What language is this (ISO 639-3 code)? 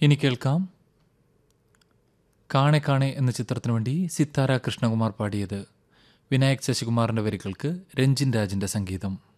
mal